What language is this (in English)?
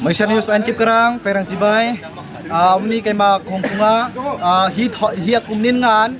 Kok Borok